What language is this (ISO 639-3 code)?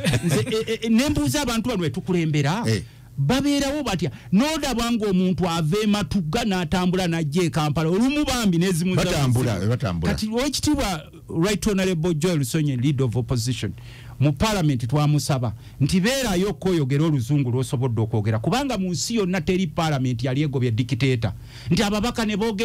lug